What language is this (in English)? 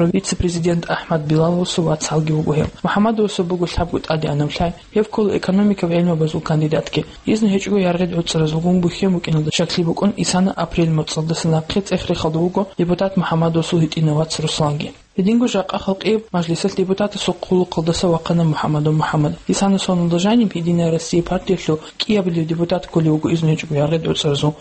Avaric